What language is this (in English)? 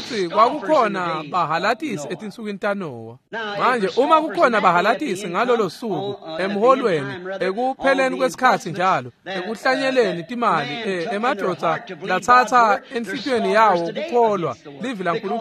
Swati